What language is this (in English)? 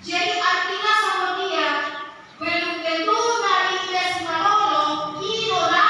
Batak Toba